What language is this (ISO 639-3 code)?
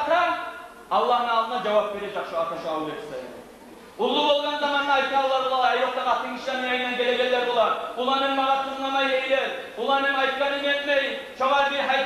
kum